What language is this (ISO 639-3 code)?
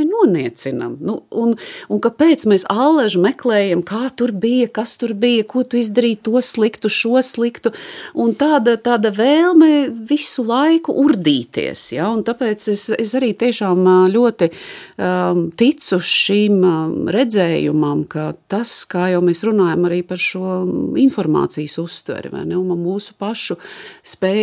lav